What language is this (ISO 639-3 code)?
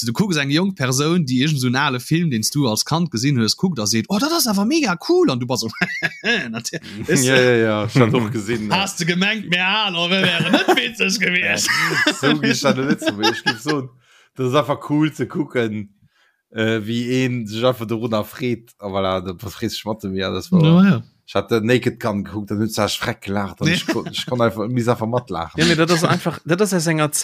ltz